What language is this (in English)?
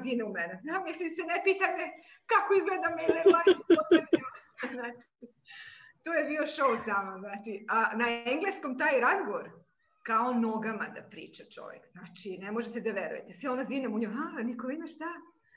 Serbian